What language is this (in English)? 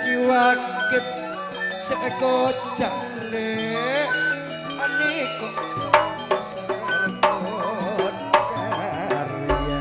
Madurese